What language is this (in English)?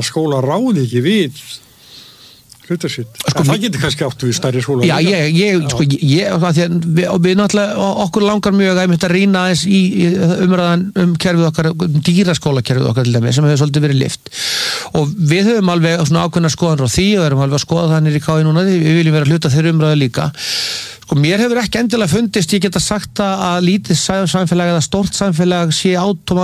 Icelandic